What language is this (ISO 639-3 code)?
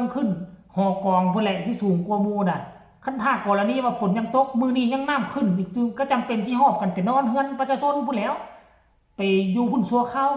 lao